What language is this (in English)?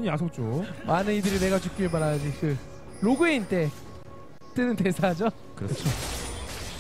Korean